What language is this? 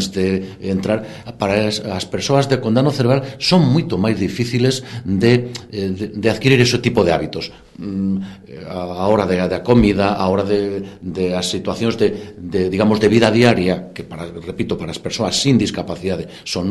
Galician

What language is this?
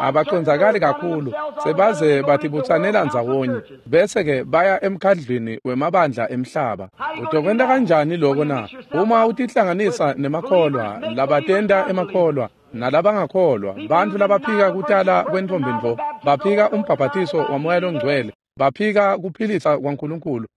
Swati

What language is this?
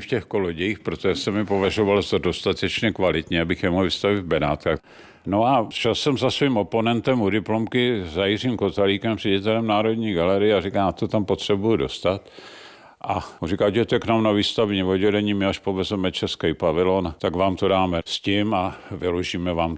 Czech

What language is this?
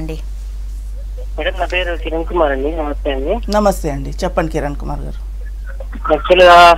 Telugu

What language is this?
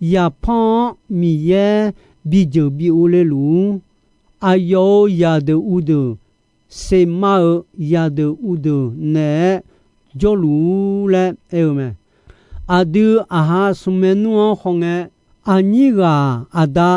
Akha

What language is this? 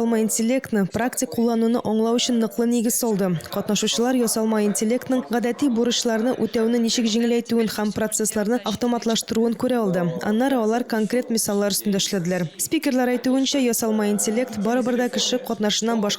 Tatar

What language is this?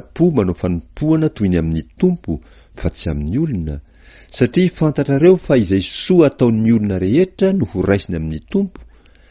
Malagasy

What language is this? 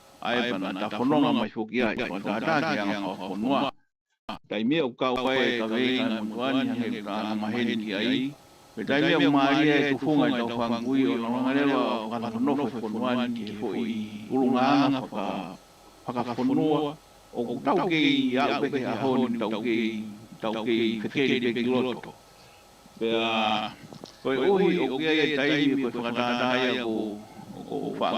Tongan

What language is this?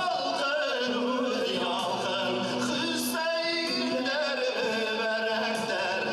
Bashkir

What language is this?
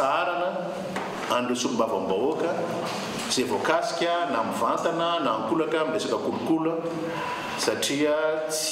Malagasy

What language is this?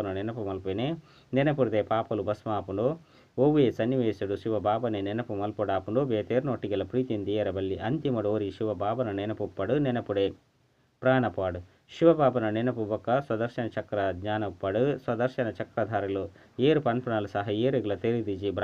Tulu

